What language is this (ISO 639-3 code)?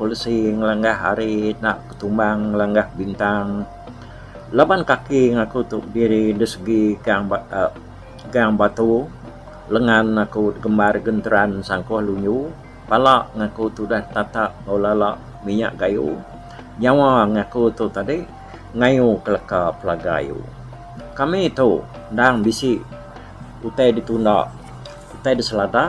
iba